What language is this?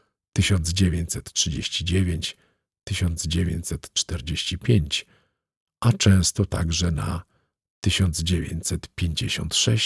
Polish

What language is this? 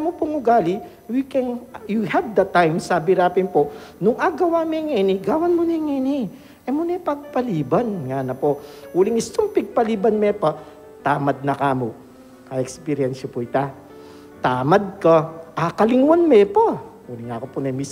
Pampanga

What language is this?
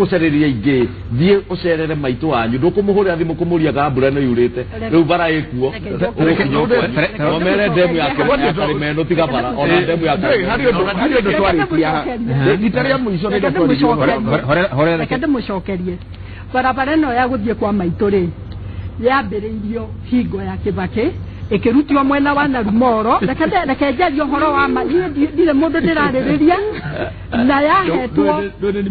Kikuyu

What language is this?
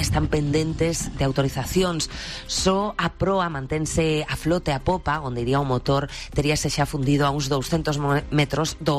Galician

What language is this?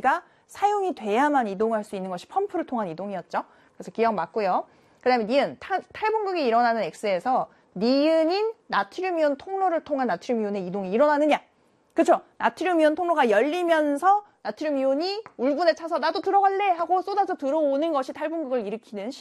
Korean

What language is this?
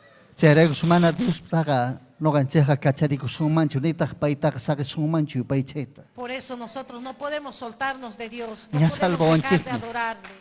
Ayacucho Quechua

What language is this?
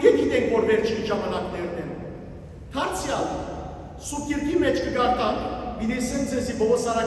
Western Armenian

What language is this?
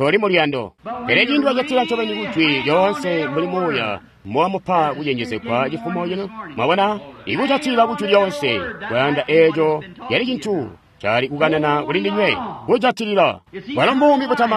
Tonga (Zambia)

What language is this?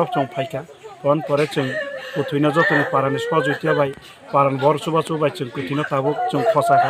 Kok Borok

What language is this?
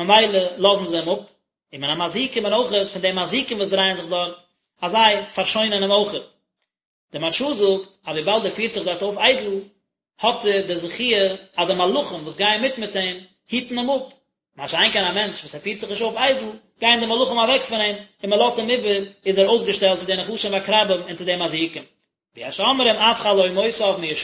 Yiddish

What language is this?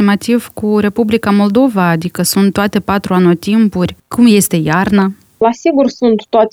Romanian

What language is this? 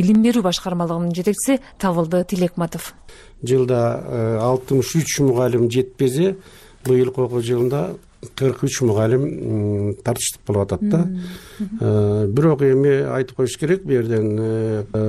Kyrgyz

